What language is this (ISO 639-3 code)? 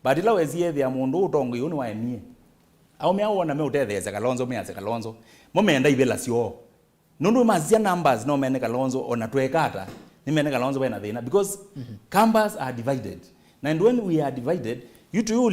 kam